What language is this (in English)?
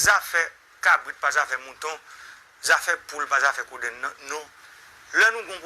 Haitian Creole